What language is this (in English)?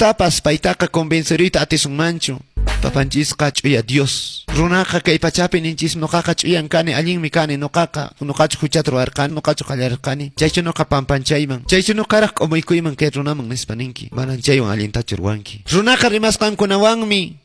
Quechua